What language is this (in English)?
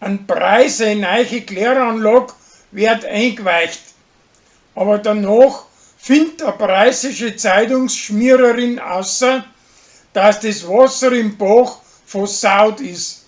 Bavarian